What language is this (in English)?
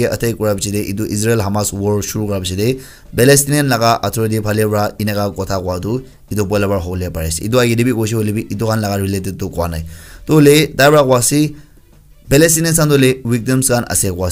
Naga Pidgin